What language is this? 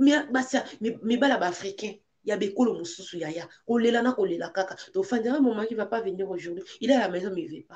Lingala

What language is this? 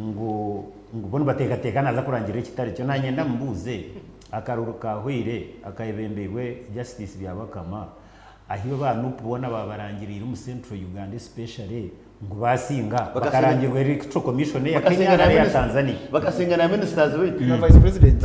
Nyankole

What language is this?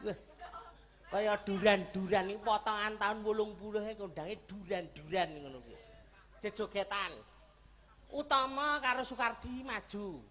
Javanese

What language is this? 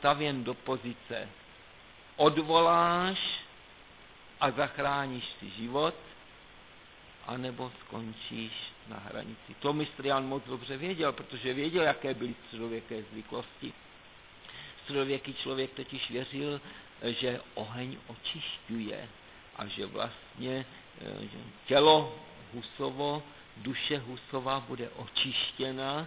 Czech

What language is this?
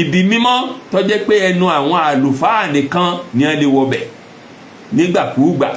Yoruba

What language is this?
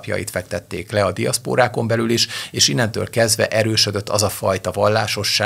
Hungarian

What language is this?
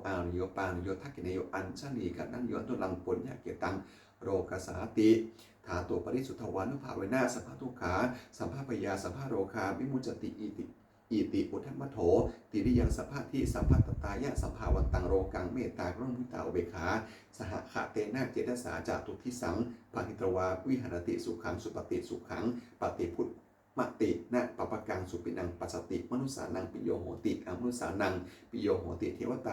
Pali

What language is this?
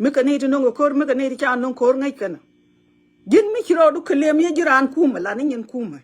Nuer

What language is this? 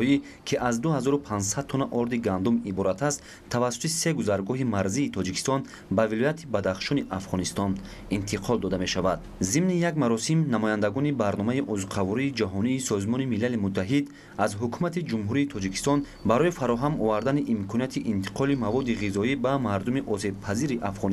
Tajik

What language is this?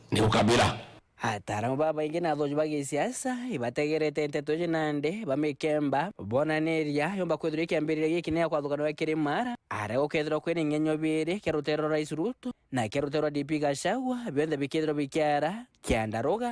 Meru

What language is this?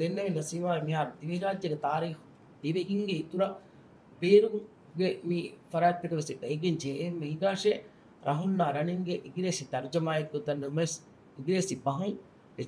Divehi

